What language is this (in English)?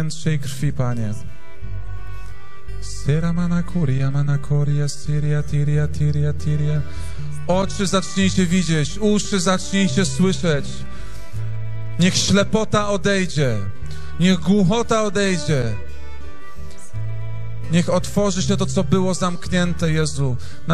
Polish